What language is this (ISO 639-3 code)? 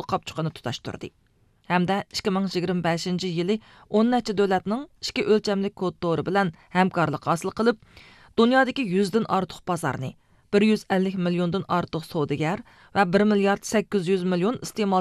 uig